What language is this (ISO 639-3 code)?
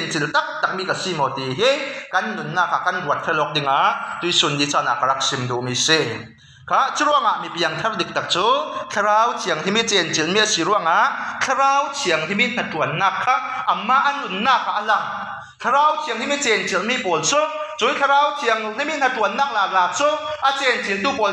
cfm